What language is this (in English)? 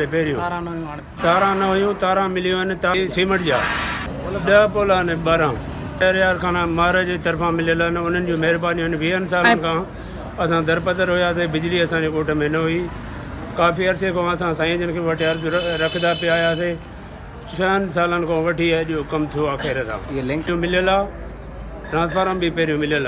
Sindhi